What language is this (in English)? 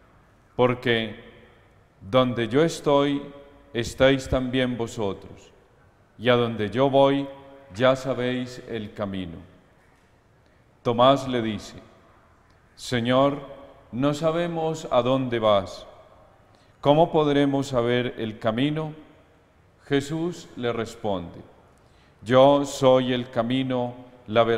Spanish